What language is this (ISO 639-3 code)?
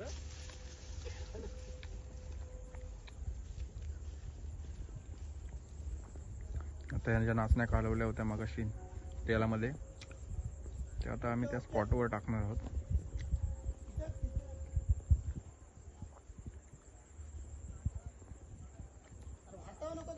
mar